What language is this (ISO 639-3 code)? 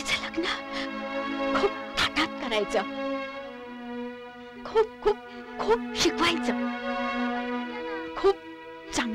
mar